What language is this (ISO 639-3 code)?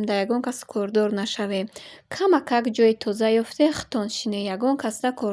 tgk